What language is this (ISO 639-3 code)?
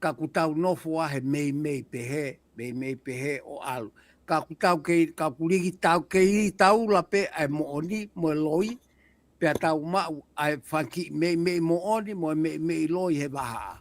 ton